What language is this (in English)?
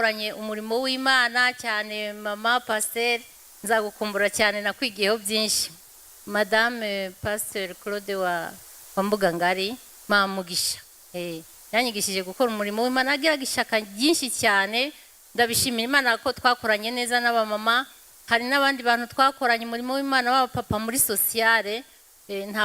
Kinyarwanda